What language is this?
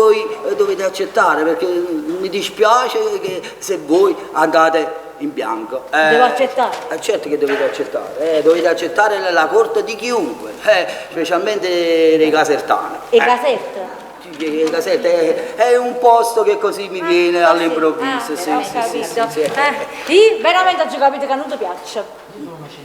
Neapolitan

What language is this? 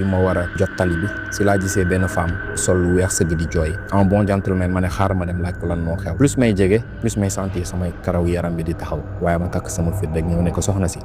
Wolof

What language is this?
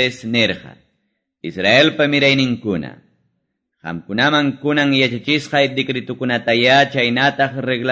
Quechua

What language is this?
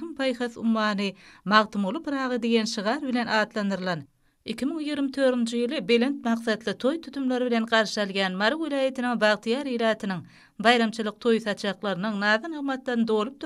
Turkmen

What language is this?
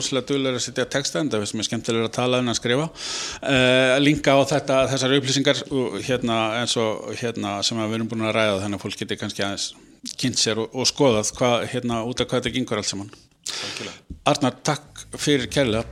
Icelandic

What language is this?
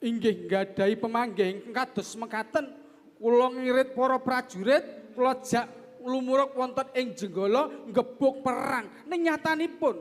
Javanese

